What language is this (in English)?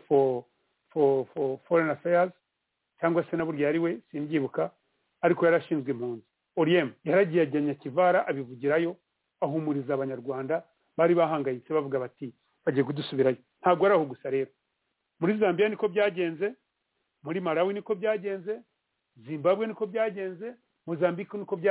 Kinyarwanda